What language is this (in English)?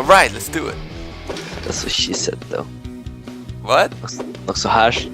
Faroese